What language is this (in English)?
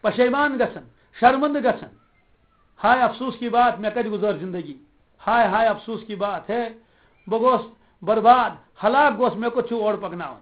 Kashmiri